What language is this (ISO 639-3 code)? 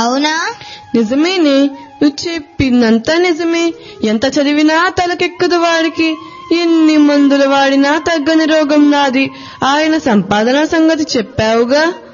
tel